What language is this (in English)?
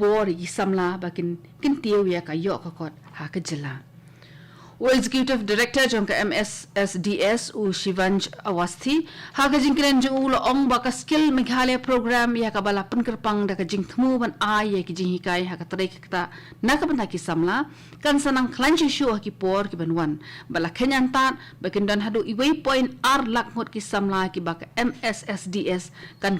Khasi